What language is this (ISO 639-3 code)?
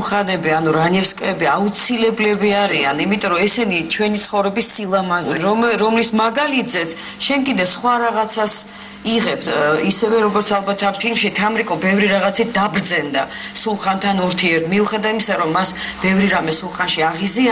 kat